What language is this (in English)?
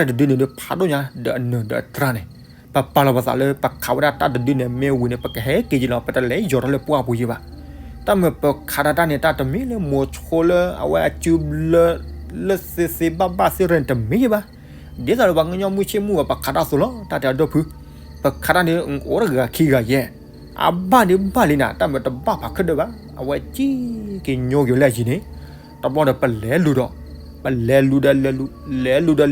S'gaw Karen